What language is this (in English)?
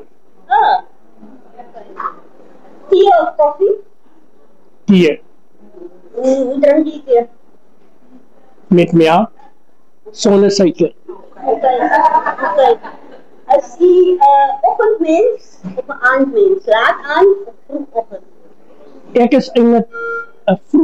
Afrikaans